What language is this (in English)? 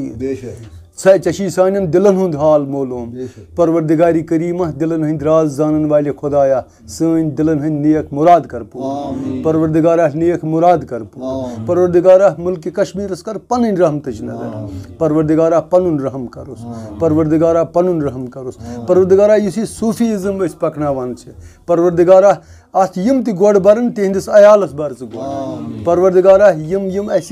Kashmiri